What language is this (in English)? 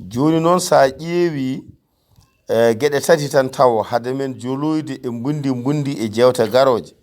Fula